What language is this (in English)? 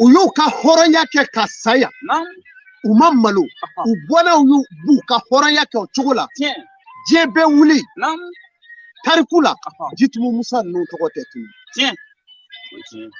Bambara